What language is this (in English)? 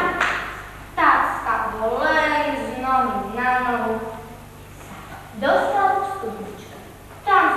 Slovak